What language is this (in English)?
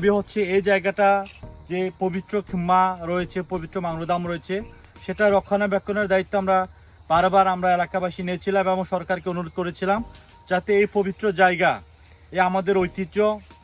Garo